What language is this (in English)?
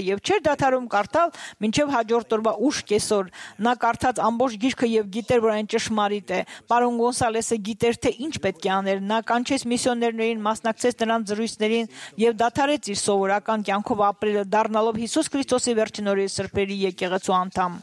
Armenian